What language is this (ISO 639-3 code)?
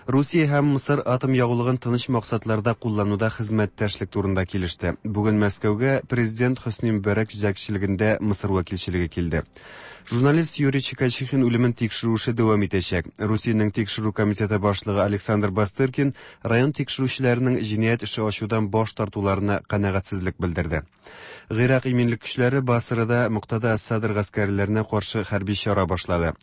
tat